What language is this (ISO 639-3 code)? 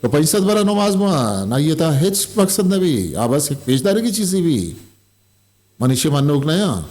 bgp